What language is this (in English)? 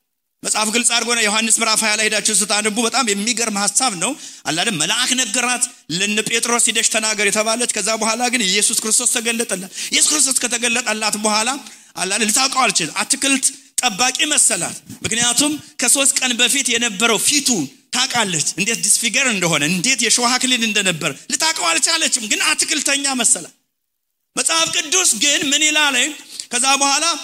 Amharic